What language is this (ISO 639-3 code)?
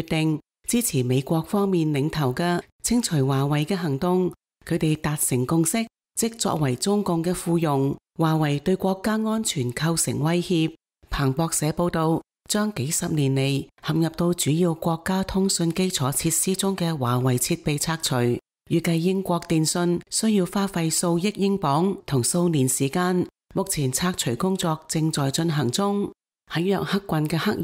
yue